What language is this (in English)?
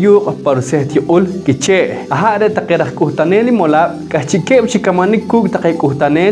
Poqomchi'